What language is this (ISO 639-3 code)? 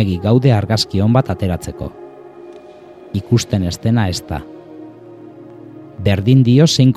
eus